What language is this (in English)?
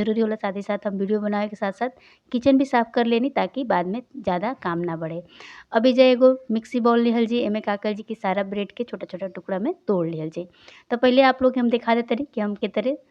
Bhojpuri